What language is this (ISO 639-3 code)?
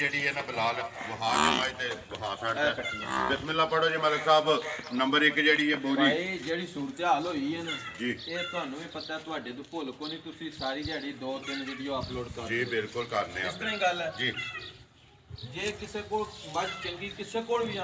pan